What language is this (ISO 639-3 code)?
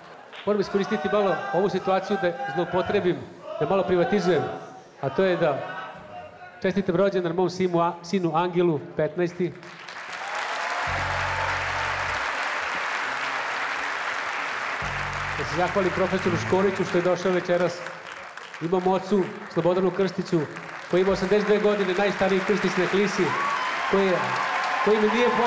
srp